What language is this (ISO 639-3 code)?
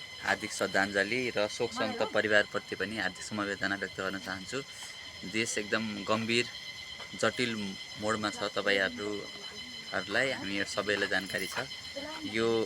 nep